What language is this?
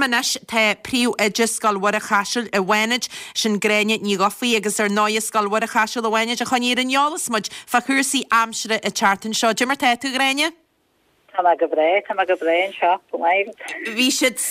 Irish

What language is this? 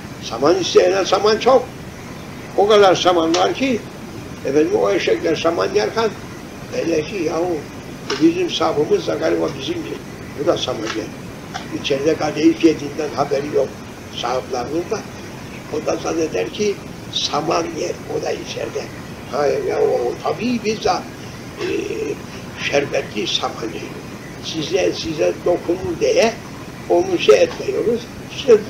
Turkish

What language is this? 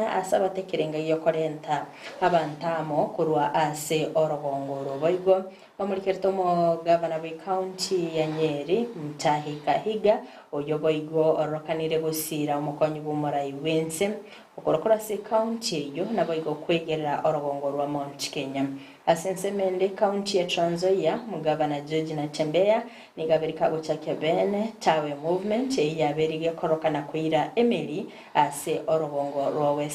Gusii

